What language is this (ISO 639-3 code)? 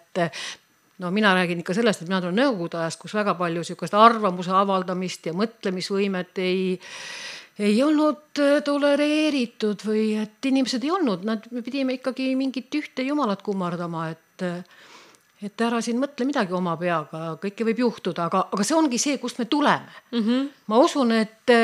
est